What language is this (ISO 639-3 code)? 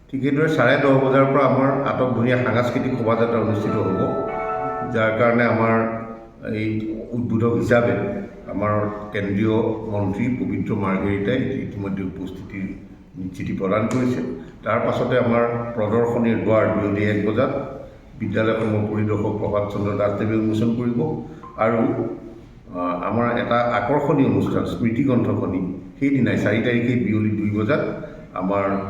asm